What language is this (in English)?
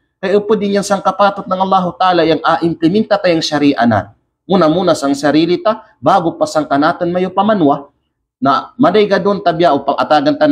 Kalagan